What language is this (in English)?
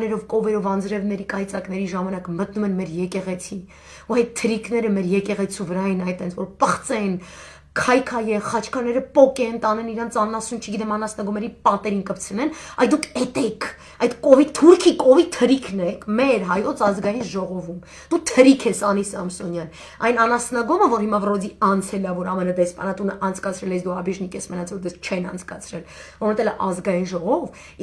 Armenian